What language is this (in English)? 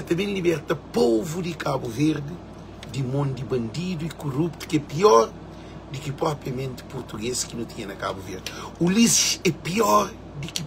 Kabuverdianu